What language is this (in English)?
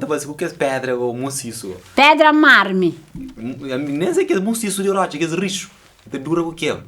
Kabuverdianu